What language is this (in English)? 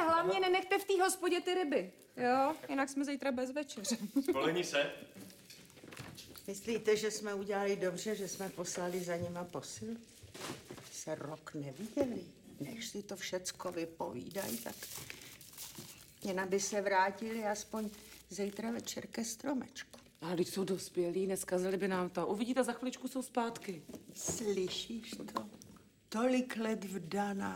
Czech